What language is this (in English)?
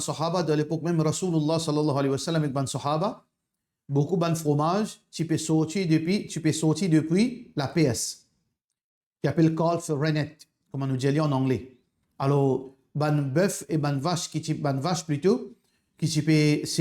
Morisyen